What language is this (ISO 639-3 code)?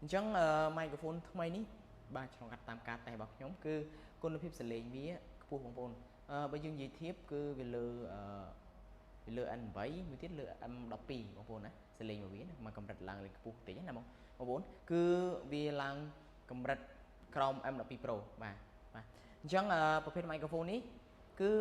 khm